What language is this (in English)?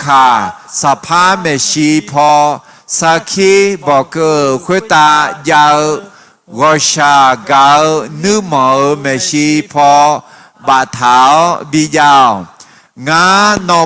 Akha